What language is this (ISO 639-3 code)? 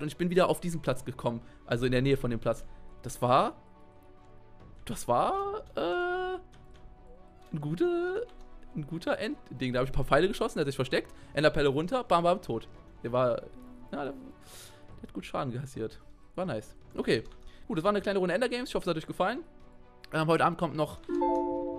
deu